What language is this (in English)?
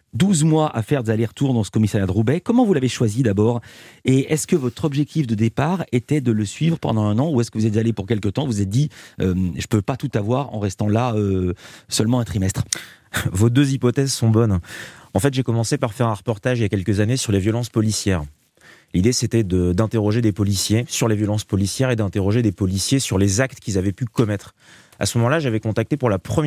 French